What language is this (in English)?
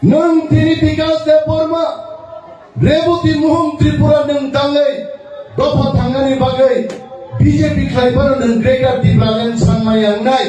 Kok Borok